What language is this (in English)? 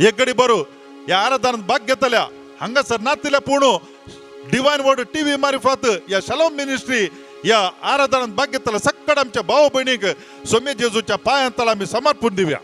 Konkani